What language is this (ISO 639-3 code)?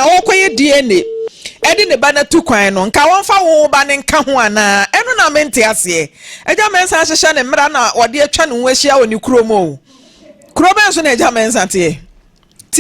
aka